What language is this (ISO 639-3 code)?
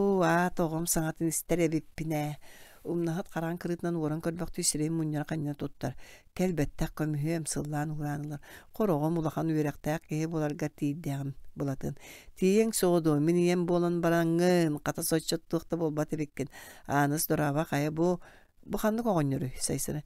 sah